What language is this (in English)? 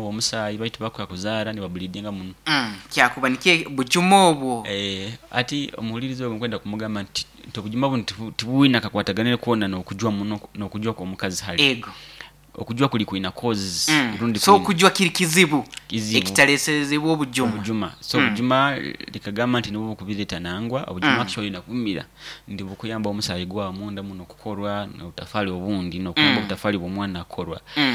Nyoro